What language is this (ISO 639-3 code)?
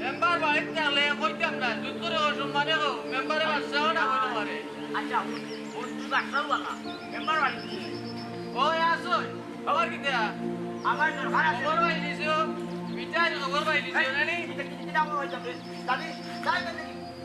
syl